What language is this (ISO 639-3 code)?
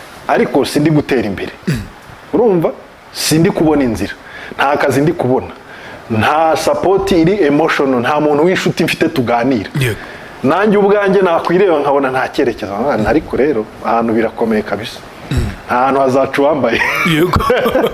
kin